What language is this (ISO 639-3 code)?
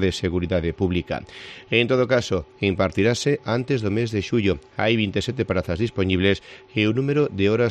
glg